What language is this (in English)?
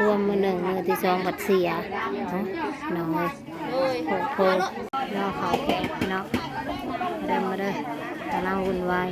Northeastern Thai